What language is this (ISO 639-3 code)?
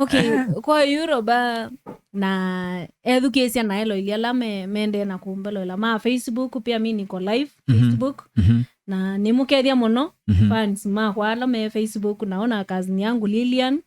kam